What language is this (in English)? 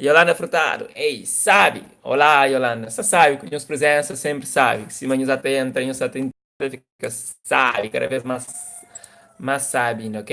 Kabuverdianu